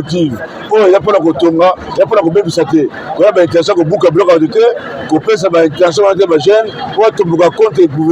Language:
Lingala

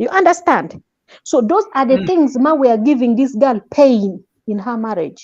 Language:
Acoli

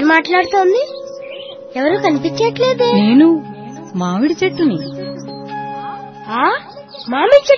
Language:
Telugu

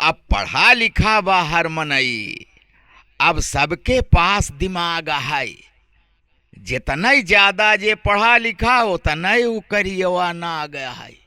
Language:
Awadhi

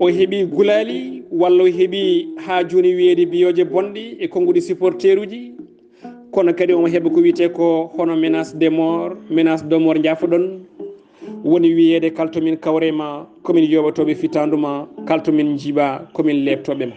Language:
Fula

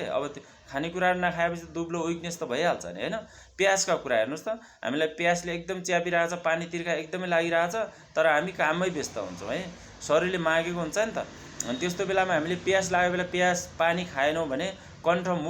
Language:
Nepali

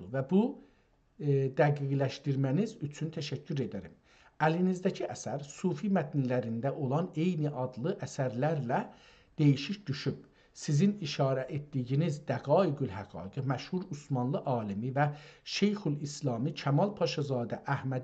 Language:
South Azerbaijani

